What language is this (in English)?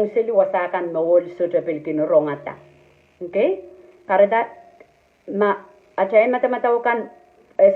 Pohnpeian